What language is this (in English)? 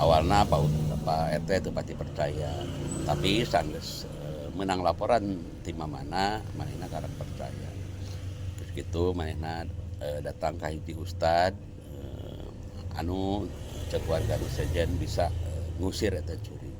Sundanese